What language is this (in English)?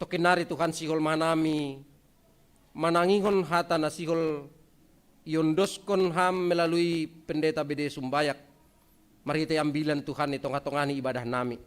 Batak Simalungun